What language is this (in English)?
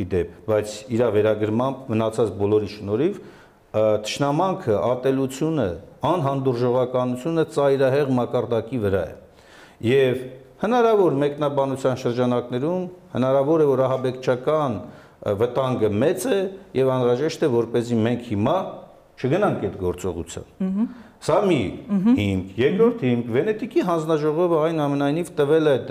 Armenian